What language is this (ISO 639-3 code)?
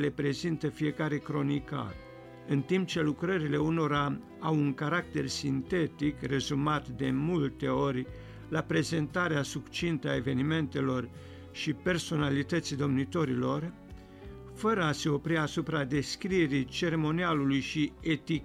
ron